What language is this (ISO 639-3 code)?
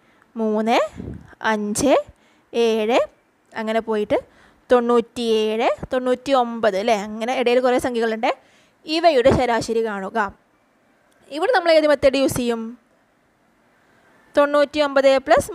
mal